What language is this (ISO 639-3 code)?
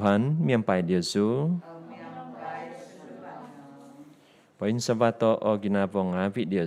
dtp